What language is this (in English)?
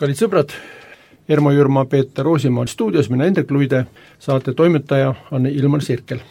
Estonian